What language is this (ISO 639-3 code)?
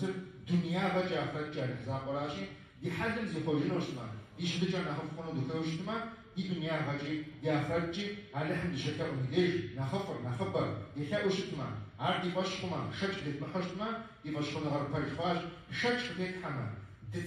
kbd